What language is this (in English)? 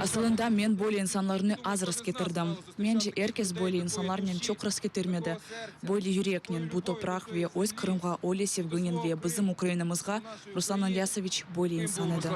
Crimean Tatar